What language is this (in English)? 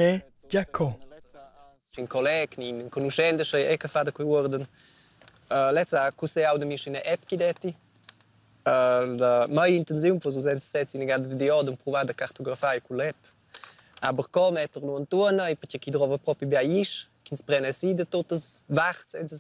Romansh